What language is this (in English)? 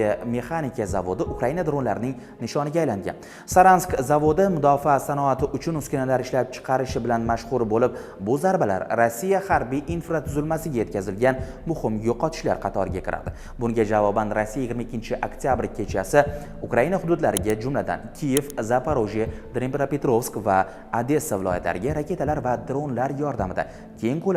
Uzbek